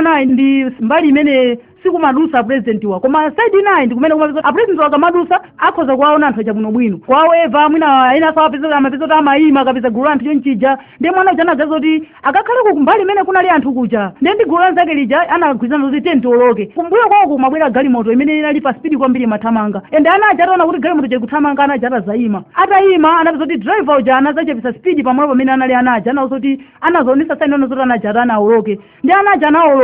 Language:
Nyanja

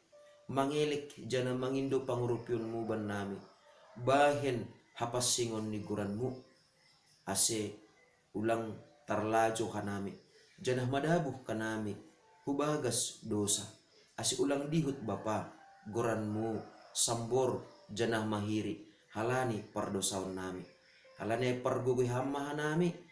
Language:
Batak Simalungun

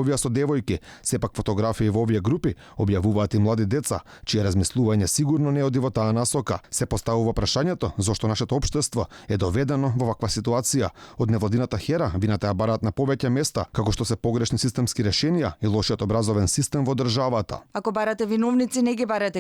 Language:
Macedonian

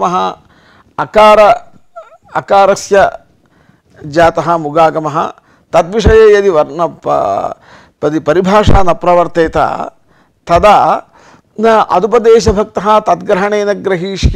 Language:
Sanskrit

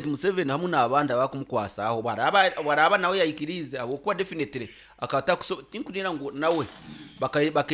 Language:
Nyoro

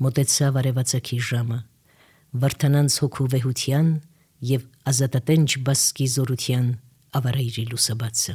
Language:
Armenian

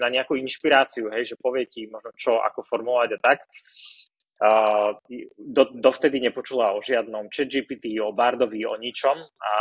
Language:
Slovak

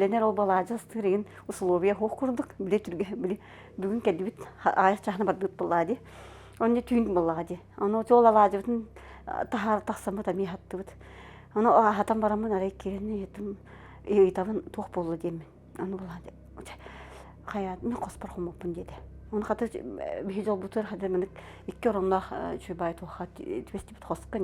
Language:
Yakut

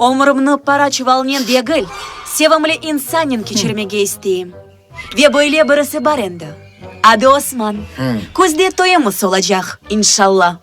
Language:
Crimean Tatar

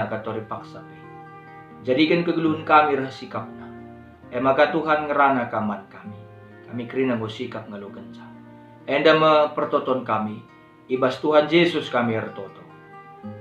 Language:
Batak Karo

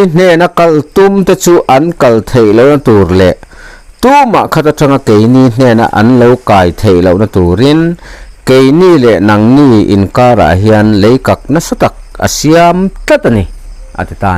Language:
Mizo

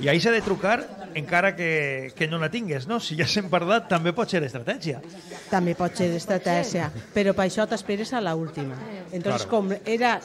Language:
Catalan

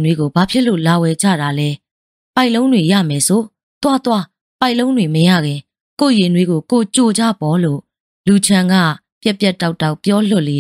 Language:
Burmese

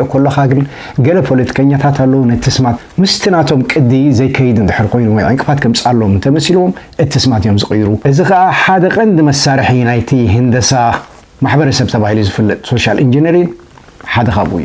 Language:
Tigrinya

